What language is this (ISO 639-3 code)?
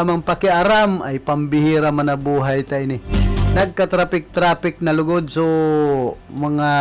bik